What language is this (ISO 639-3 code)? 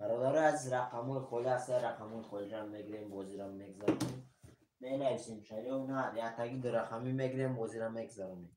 tgk